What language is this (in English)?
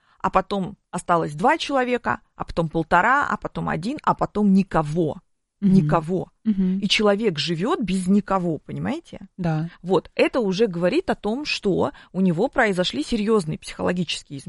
Russian